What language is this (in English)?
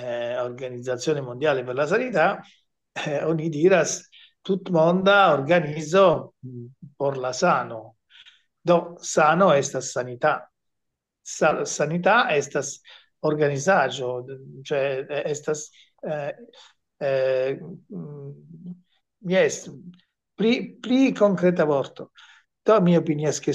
Esperanto